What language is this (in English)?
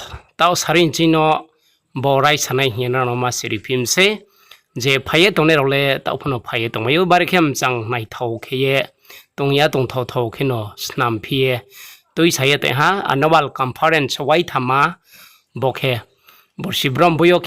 Riang (India)